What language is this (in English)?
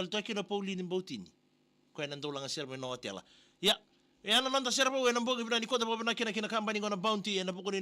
Fijian